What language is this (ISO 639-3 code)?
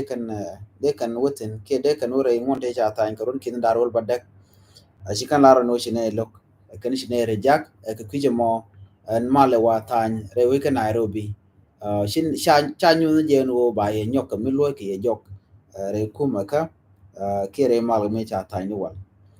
nus